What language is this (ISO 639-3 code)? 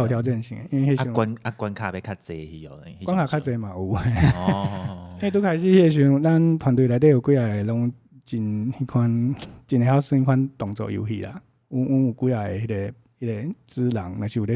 nan